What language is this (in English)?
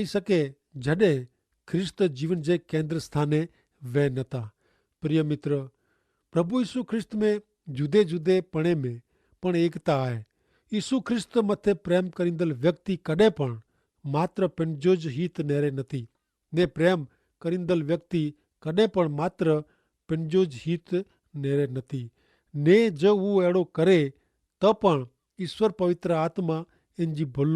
Kachhi